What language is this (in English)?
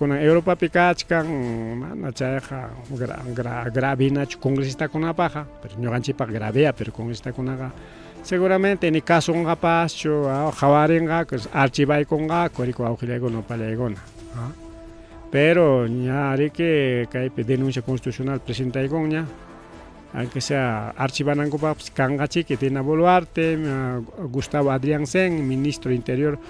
Ayacucho Quechua